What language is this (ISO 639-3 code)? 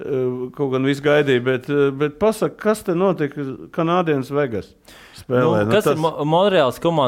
lav